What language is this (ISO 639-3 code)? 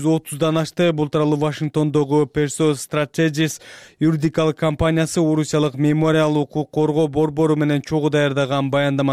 kir